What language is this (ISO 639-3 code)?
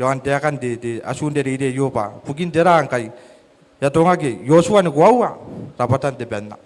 gil